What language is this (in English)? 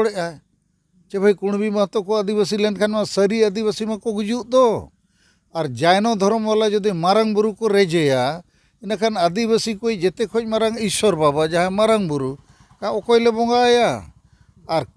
Santali